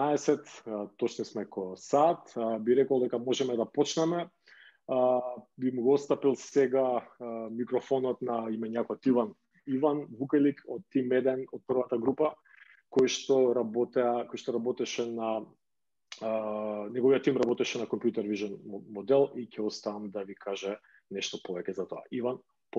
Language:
Macedonian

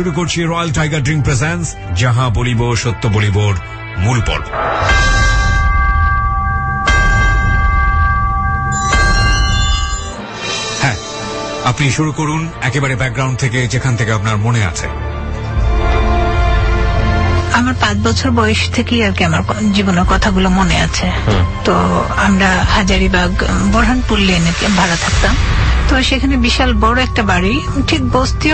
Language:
Bangla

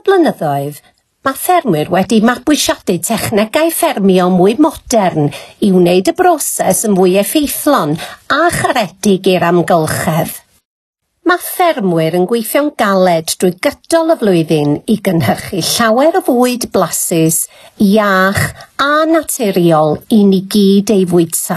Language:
Welsh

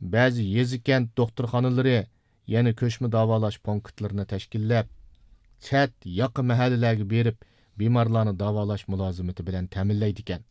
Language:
Uyghur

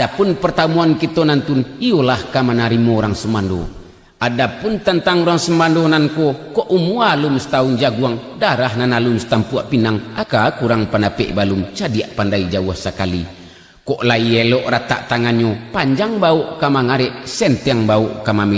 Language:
Minangkabau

